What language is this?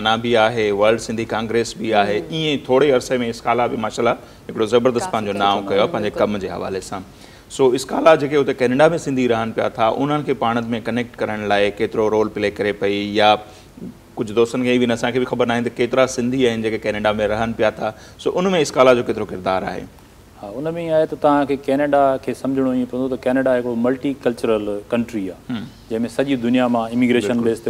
Sindhi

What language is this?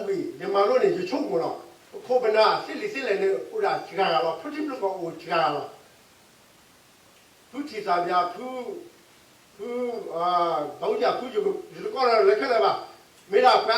S'gaw Karen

